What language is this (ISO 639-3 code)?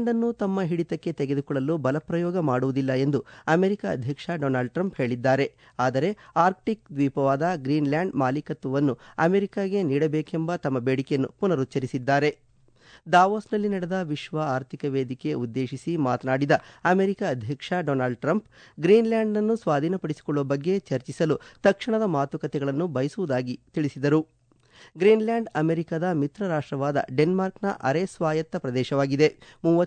kan